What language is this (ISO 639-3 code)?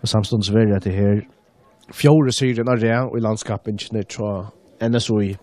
fao